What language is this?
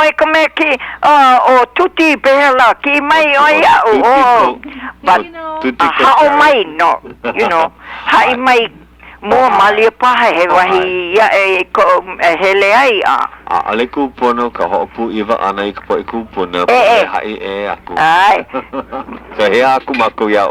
Hawaiian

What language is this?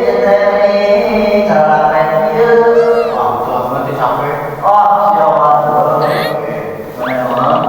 Sundanese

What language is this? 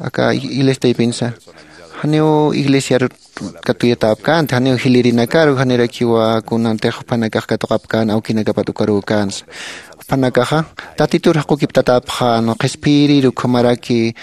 Aymara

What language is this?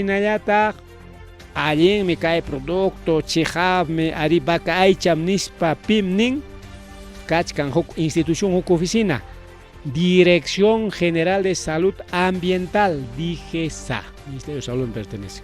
Ayacucho Quechua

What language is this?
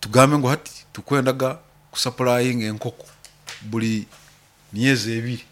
Nyoro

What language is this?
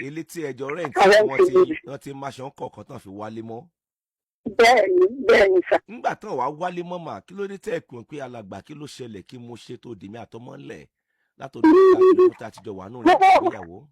Yoruba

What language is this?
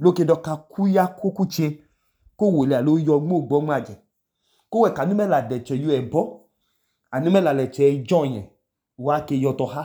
Idoma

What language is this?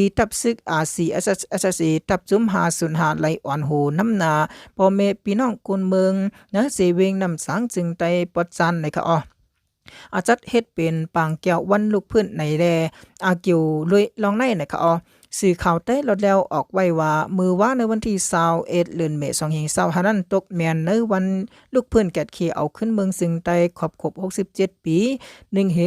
Shan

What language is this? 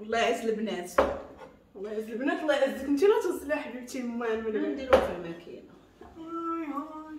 Moroccan Arabic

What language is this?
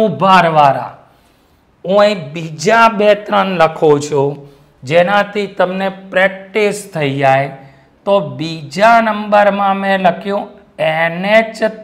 Gujarati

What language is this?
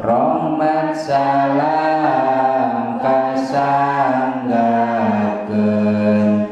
Sundanese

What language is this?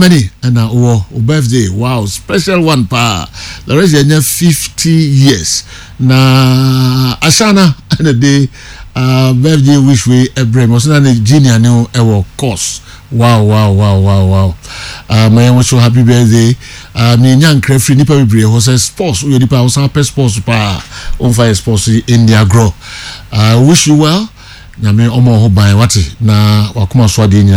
Akan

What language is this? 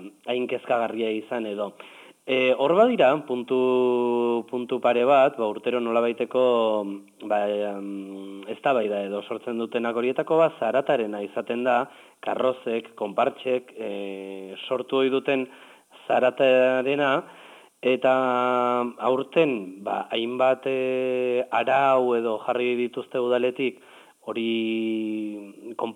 Basque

